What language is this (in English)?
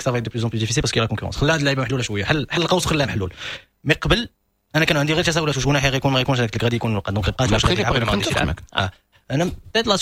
Moroccan Arabic